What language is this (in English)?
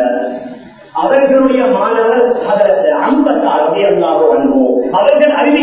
Tamil